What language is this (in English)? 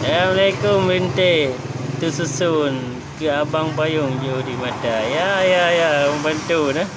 Achinese